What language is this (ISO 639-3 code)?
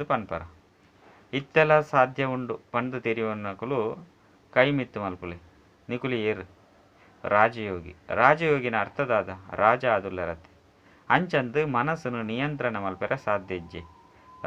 tcy